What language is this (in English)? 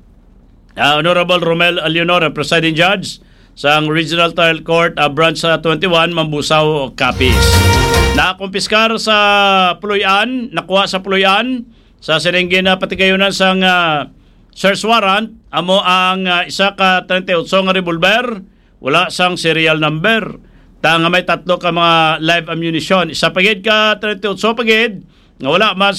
Hiligaynon